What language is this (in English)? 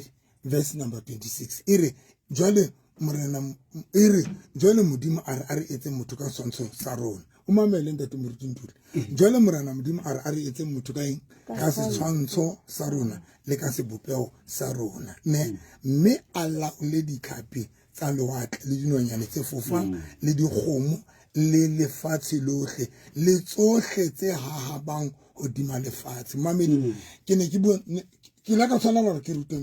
Southern Sotho